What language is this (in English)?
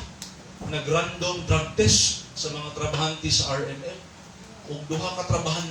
Cebuano